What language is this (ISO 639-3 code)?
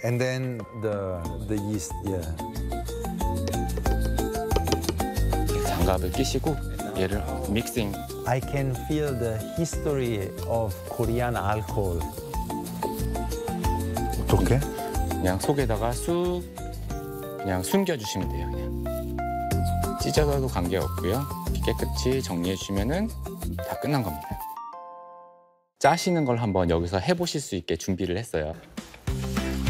kor